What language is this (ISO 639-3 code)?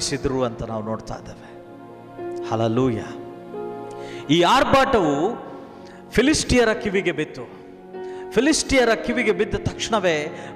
kan